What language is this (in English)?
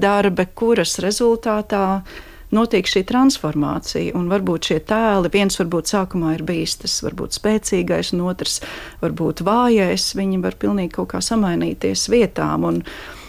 Latvian